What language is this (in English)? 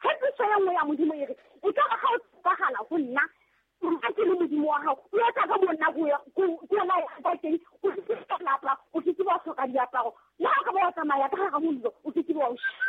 Southern Sotho